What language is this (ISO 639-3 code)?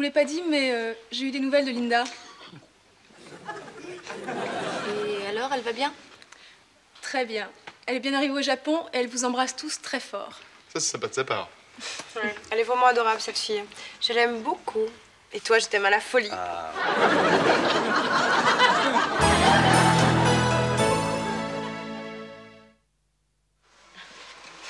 fra